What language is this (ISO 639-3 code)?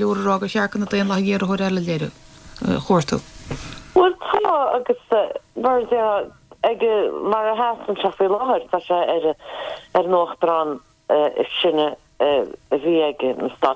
gle